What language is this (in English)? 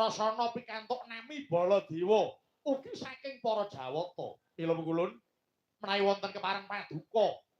Javanese